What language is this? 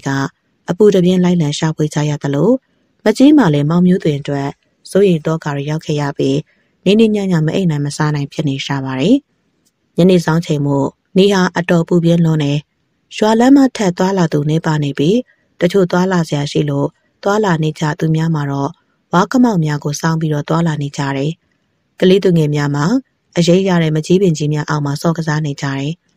Burmese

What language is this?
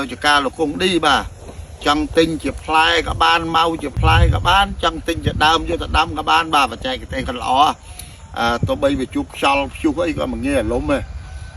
Khmer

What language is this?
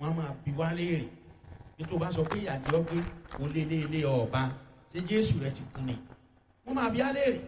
Yoruba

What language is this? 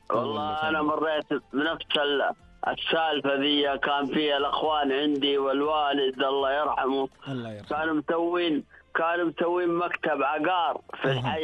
Najdi Arabic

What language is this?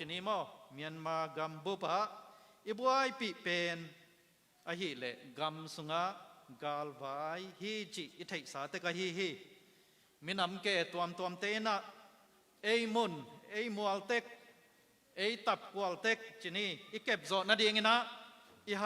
Tedim Chin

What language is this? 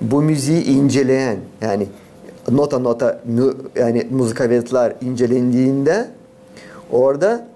Gagauz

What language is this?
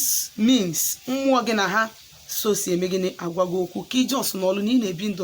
Igbo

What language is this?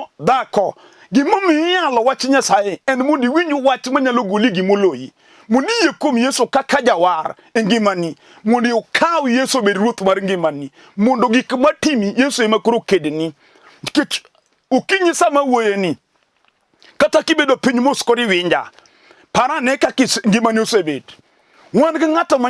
Luo (Kenya and Tanzania)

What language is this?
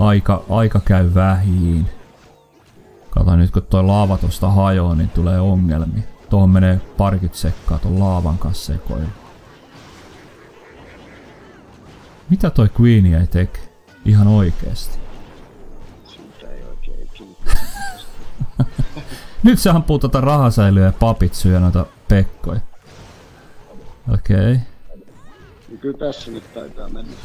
Finnish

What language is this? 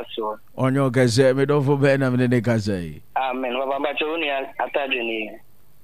Akan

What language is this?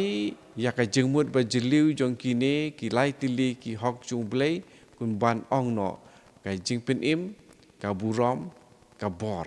Khasi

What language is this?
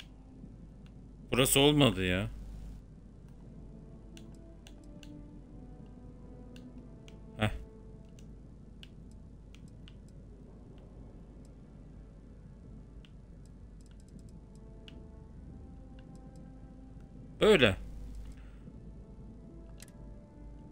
Turkish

